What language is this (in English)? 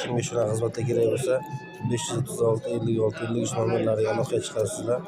Uzbek